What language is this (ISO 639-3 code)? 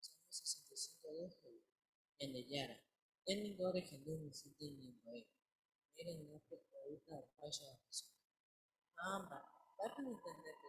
grn